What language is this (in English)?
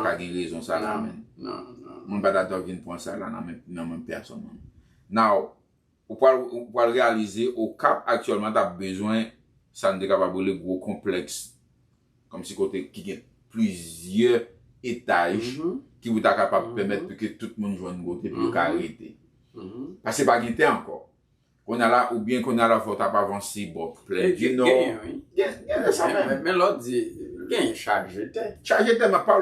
Haitian Creole